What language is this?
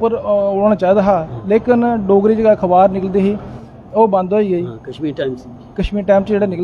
Dogri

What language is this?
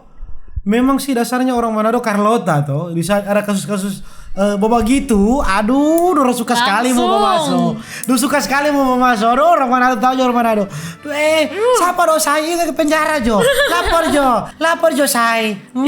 Manado Malay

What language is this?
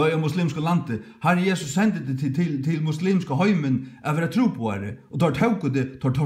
Faroese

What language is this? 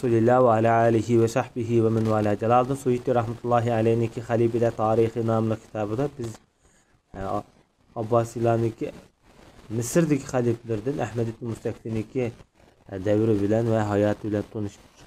Uyghur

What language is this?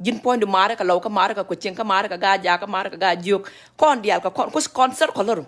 Nuer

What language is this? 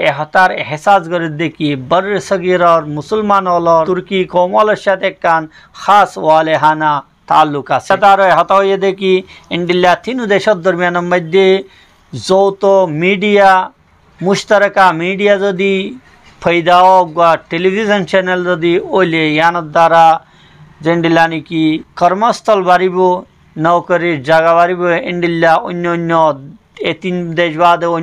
Rohingya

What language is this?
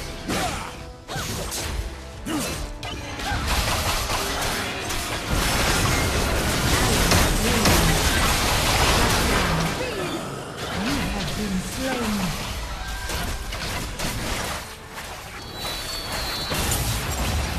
English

